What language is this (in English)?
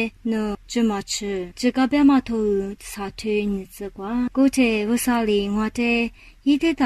Lisu